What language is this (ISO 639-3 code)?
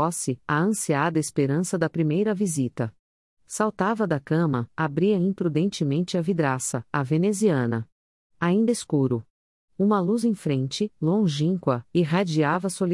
por